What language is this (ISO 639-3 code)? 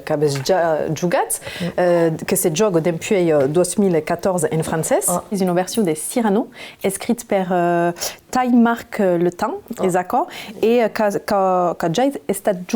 oci